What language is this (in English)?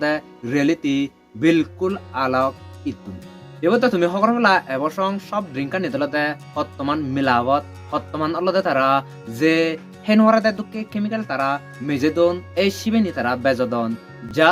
Chakma